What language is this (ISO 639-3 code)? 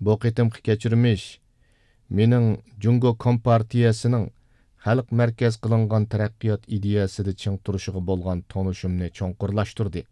uig